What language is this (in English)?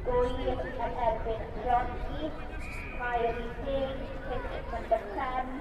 Welsh